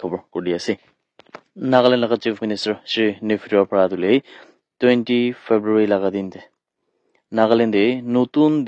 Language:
Naga Pidgin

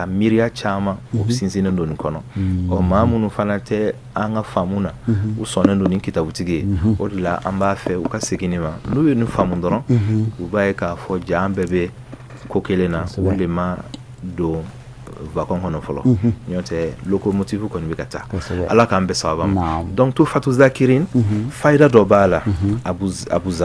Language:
Bambara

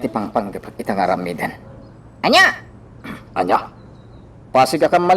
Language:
Iloko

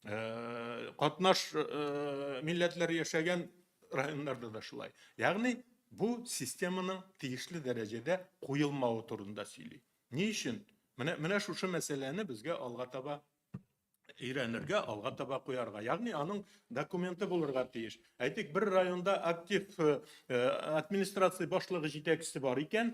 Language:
Tatar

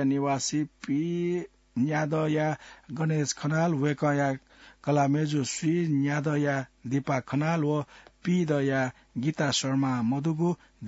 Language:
Newari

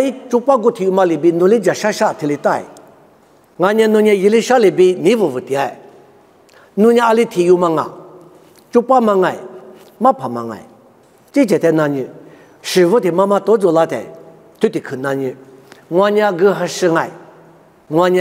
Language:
Lisu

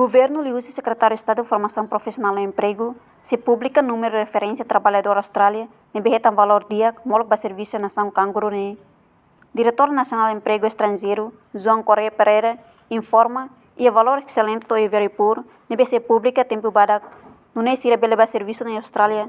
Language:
Tetum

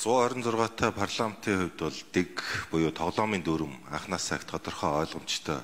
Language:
Mongolian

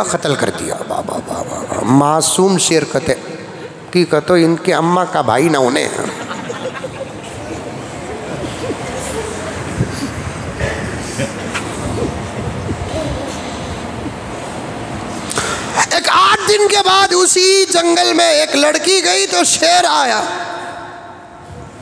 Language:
Hindi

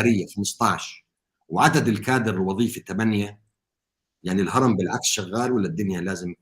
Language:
North Levantine Arabic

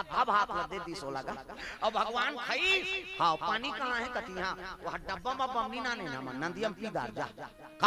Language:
Chhattisgarhi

